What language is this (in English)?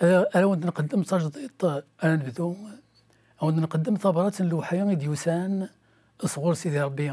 Kabyle